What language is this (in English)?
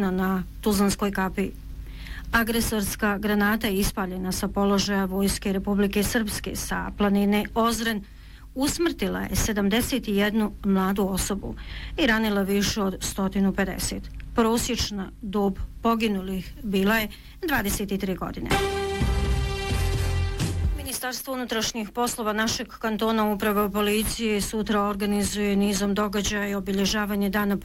Bosnian